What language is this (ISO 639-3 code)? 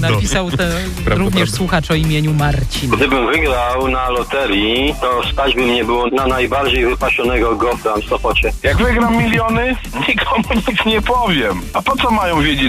pol